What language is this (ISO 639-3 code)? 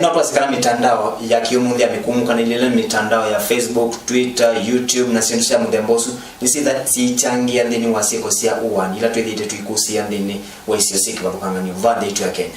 kam